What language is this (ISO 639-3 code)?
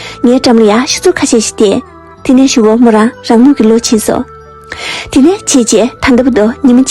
bod